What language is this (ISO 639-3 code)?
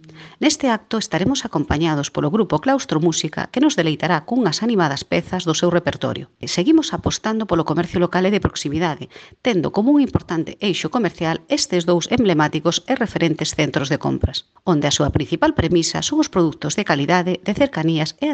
glg